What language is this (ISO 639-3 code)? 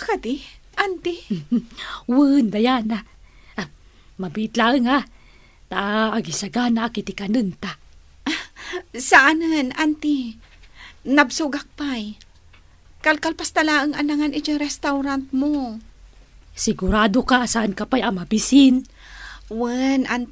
ilo